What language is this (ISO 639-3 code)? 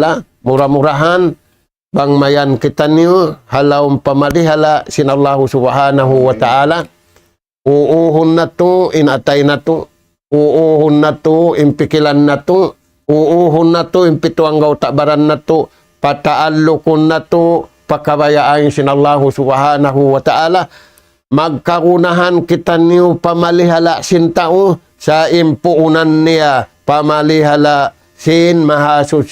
tsg